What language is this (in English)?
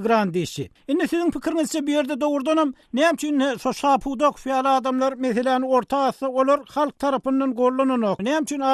Turkmen